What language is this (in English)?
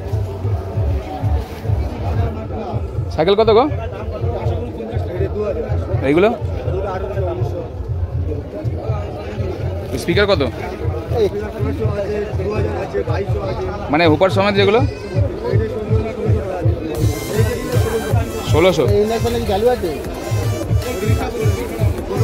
Bangla